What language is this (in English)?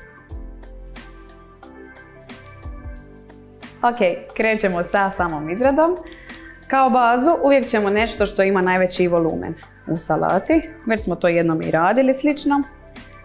Croatian